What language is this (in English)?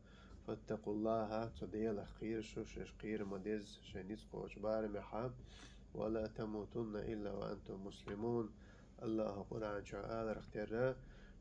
Chechen